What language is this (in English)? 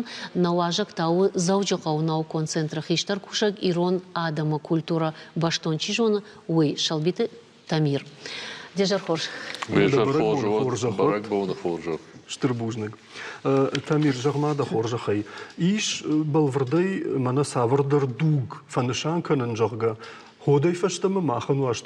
Ossetic